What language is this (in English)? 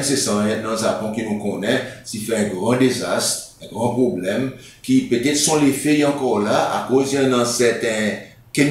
Seselwa Creole French